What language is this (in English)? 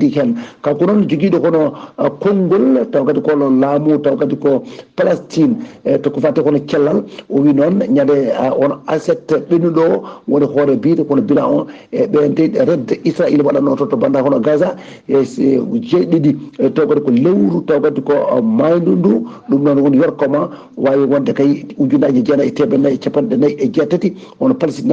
Fula